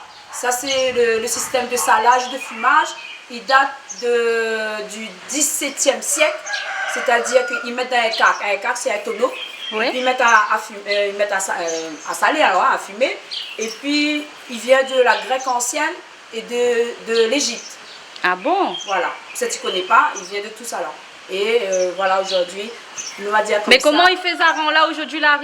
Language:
Réunion Creole French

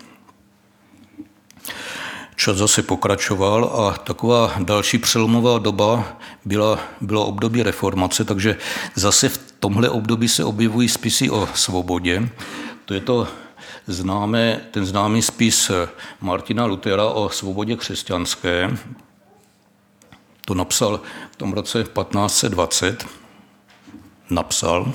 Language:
Czech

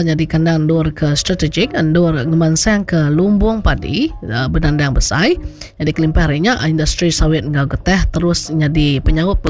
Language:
Iban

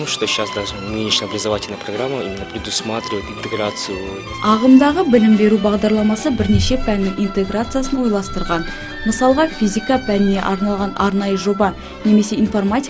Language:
Kazakh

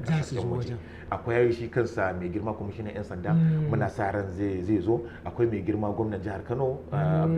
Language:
Hausa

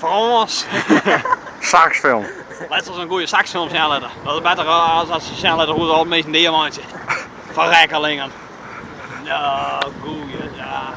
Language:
Western Frisian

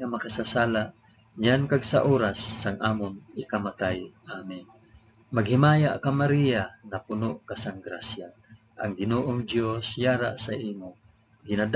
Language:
Hiligaynon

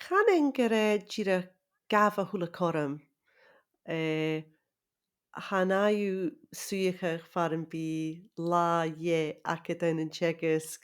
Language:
Scottish Gaelic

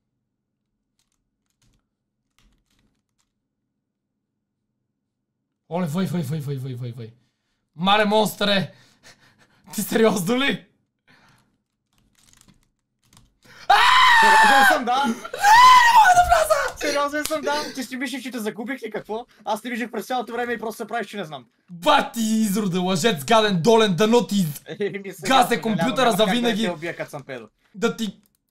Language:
Bulgarian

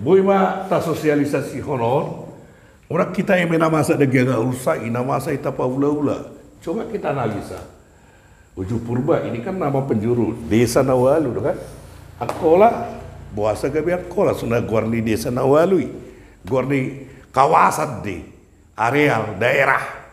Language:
Batak Toba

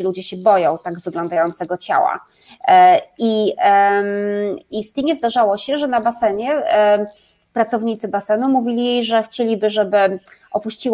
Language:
Polish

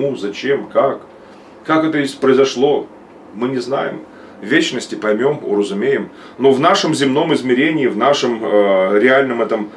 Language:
Russian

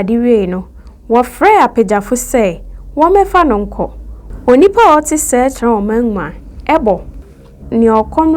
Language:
Akan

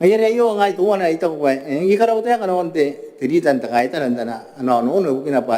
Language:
Gilbertese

